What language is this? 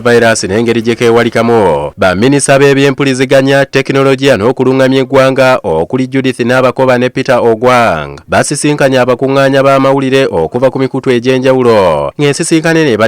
Ganda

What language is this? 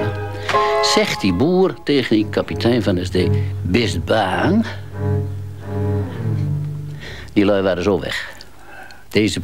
Dutch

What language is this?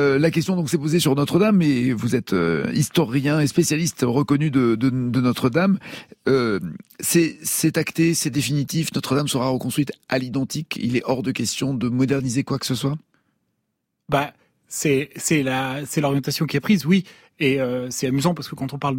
French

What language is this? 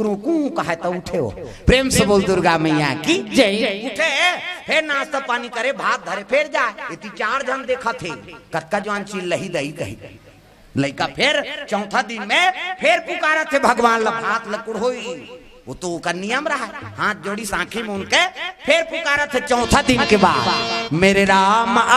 Chhattisgarhi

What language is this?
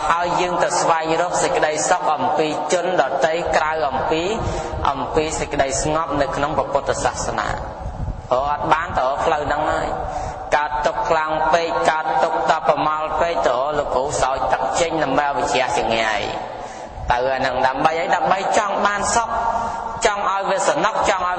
Khmer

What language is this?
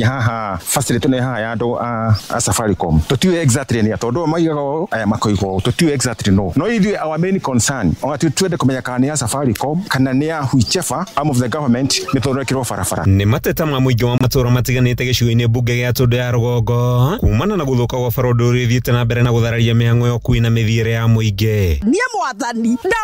Kikuyu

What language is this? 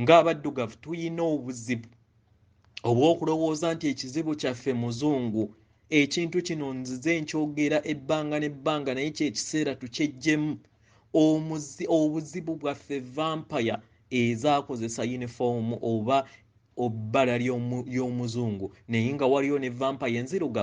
Ganda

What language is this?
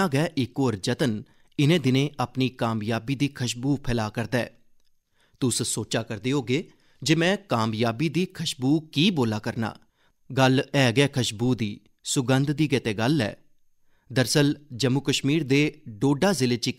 Dogri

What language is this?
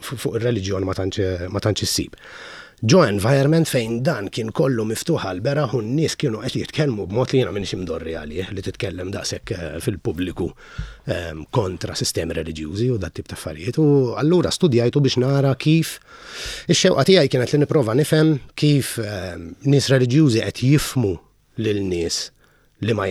Maltese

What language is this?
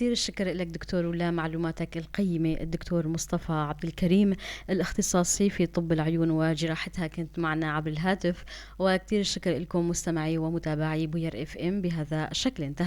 North Levantine Arabic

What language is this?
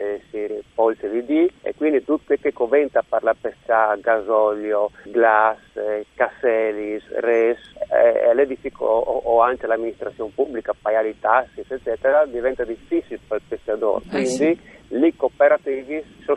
Friulian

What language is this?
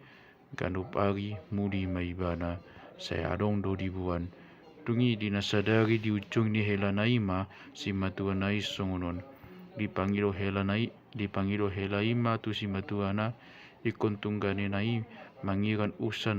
Batak Toba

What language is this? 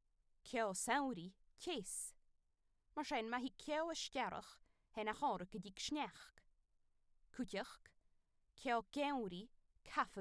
Scottish Gaelic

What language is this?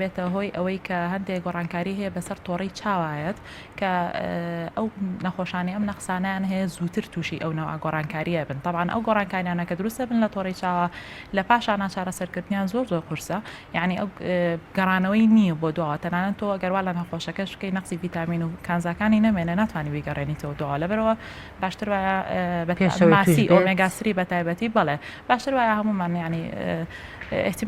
Central Kurdish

